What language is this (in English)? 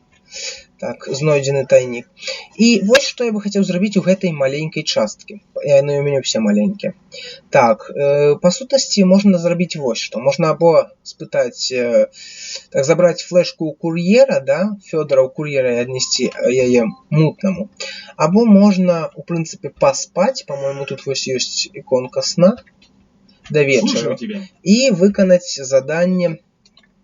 Belarusian